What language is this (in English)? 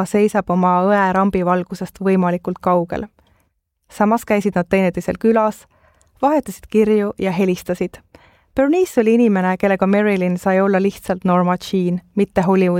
Estonian